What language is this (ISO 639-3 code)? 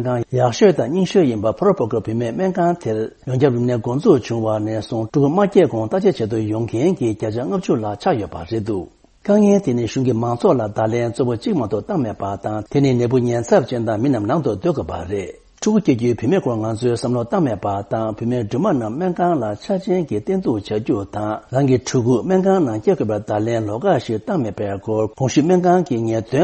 bod